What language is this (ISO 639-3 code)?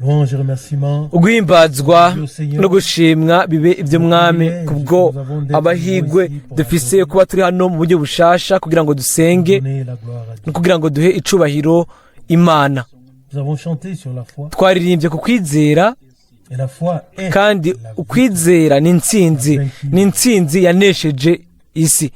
run